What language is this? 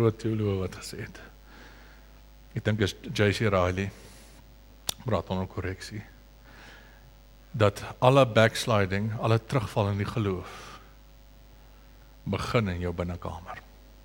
Afrikaans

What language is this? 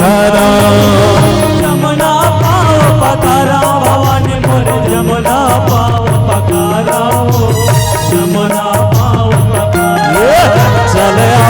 Chhattisgarhi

